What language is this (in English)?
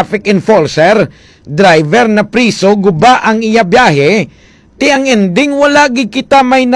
Hiligaynon